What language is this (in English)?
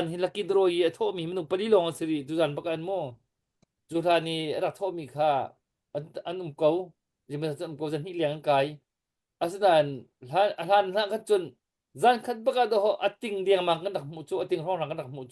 Hakha Chin